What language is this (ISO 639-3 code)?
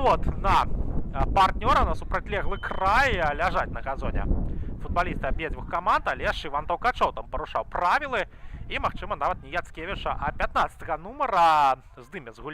bel